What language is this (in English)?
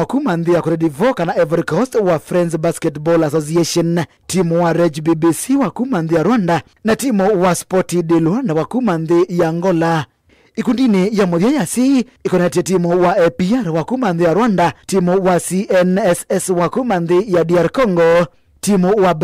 Kamba